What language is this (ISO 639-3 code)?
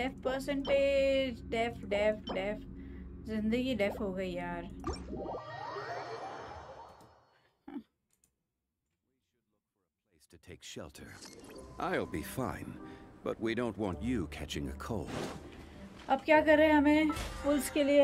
hin